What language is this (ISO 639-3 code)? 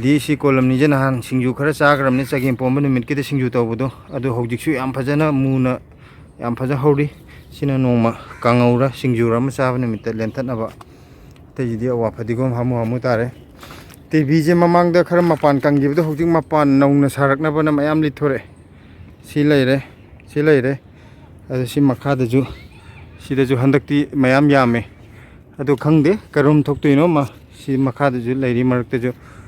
mni